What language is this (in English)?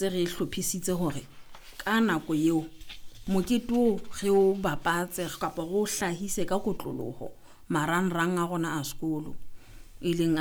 Southern Sotho